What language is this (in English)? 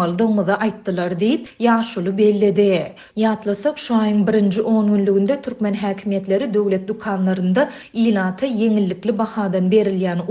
Turkmen